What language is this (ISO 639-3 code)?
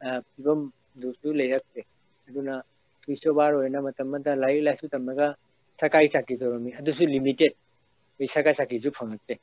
mni